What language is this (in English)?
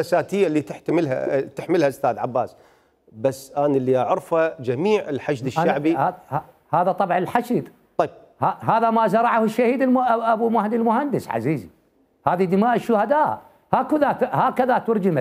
Mesopotamian Arabic